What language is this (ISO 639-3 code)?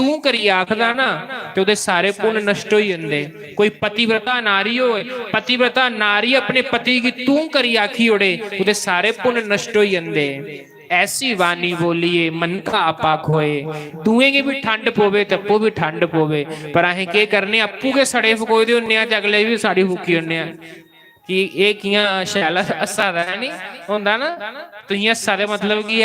doi